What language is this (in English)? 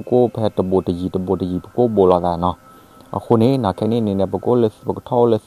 S'gaw Karen